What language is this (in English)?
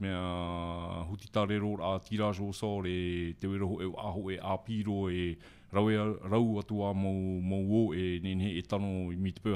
Tahitian